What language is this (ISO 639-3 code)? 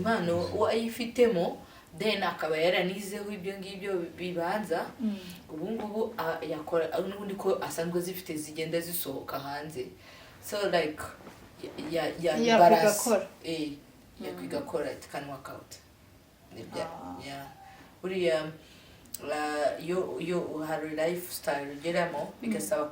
kin